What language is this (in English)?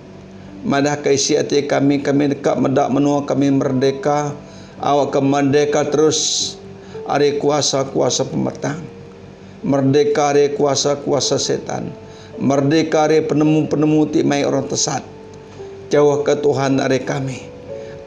Iban